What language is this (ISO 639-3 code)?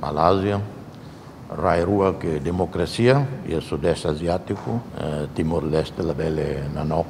tet